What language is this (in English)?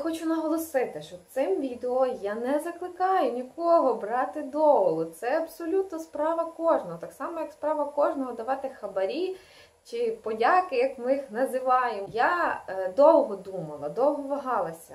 Ukrainian